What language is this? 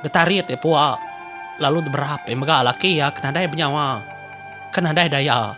Iban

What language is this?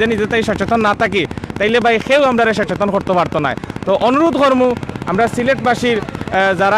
Sylheti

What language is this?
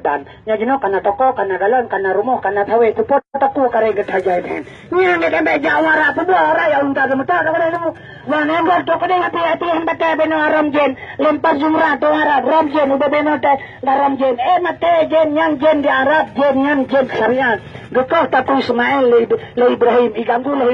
Achinese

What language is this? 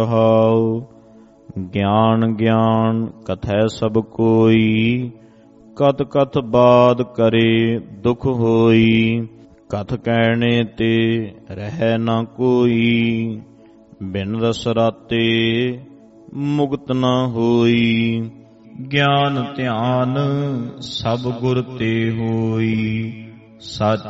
Punjabi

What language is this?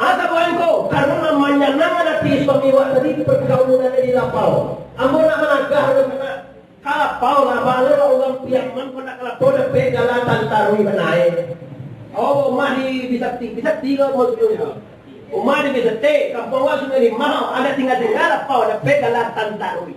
Minangkabau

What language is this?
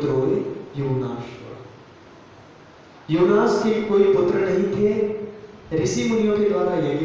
Hindi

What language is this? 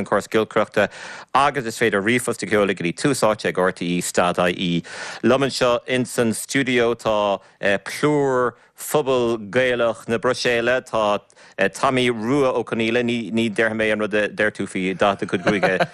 Irish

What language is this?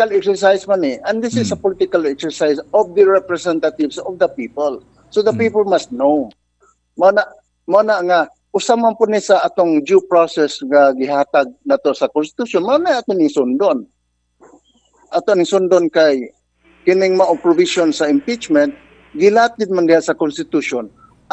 Cebuano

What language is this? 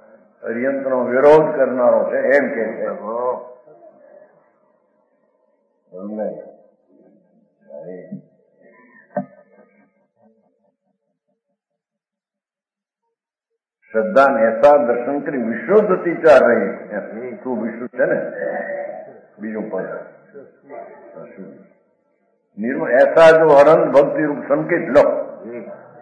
Gujarati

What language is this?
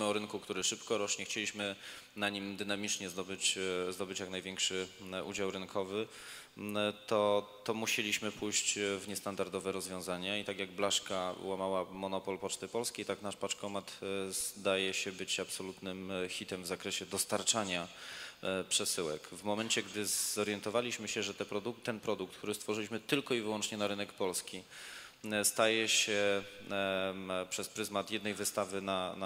Polish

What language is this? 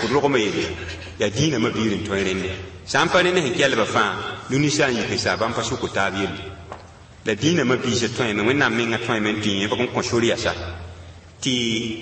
Mossi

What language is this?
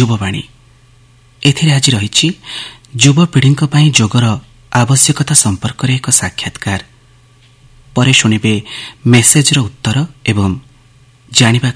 Odia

